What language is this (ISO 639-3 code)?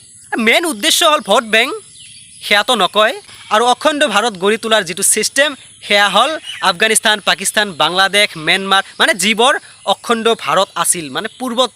asm